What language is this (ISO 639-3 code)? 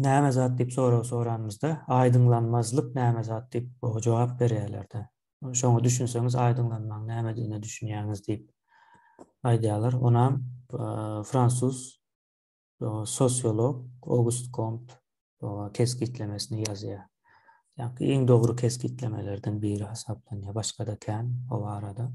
tuk